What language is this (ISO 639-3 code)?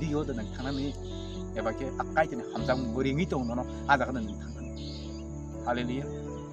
trp